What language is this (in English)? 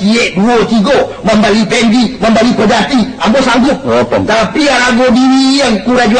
Minangkabau